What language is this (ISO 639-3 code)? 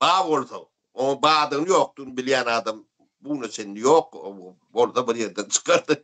tuk